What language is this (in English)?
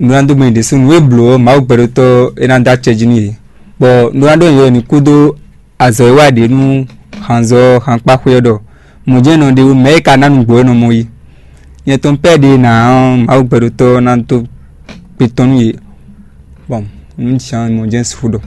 Fon